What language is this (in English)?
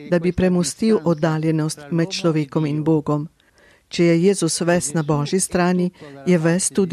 Slovenian